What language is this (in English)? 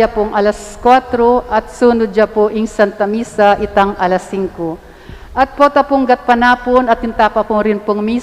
Pampanga